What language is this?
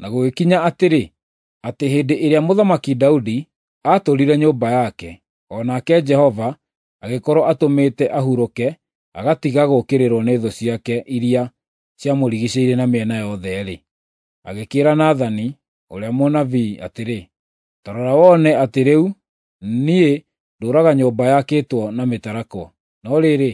Kikuyu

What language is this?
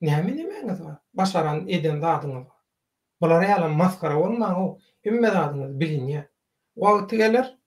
Turkmen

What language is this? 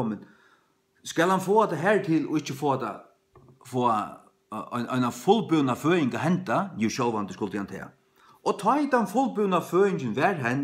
Faroese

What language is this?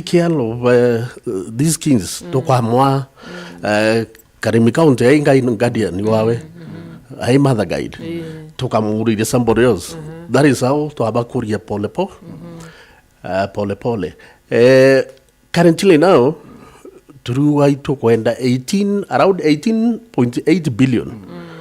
Meru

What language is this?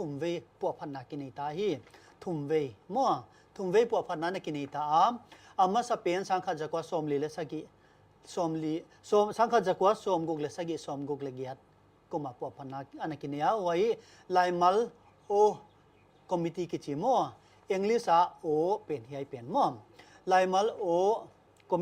Paite Chin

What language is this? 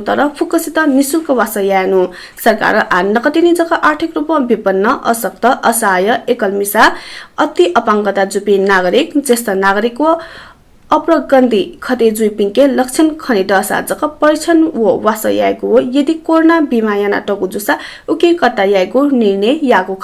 Newari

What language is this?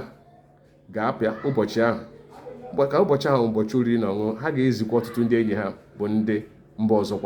Igbo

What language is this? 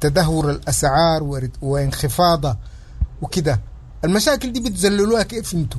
Sudanese Arabic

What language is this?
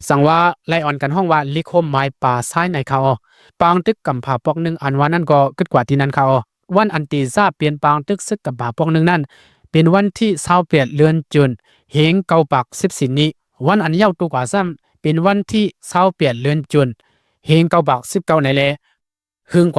Lao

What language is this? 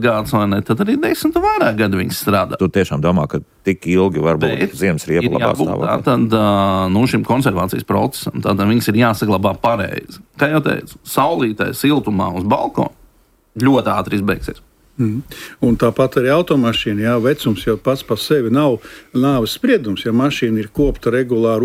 Latvian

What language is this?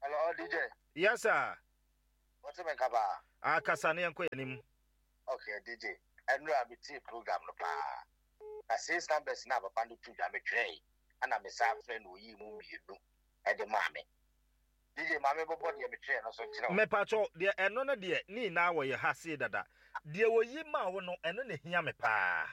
Akan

